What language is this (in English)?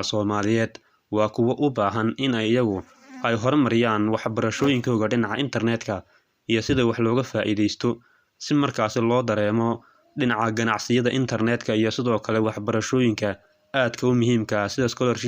Somali